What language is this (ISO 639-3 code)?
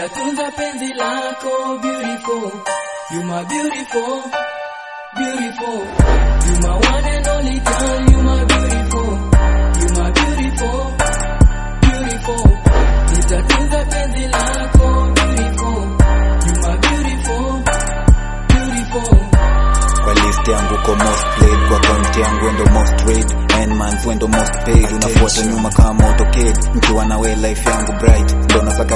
swa